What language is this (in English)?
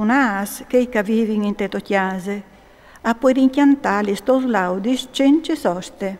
Friulian